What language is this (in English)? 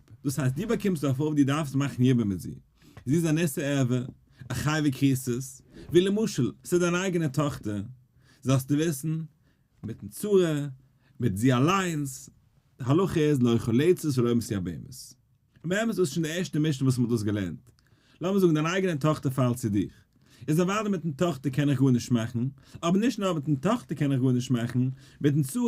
Yiddish